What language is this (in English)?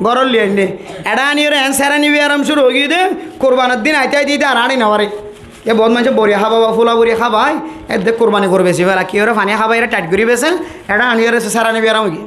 Rohingya